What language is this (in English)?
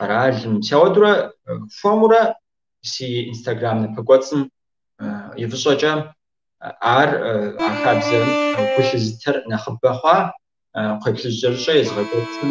Kabardian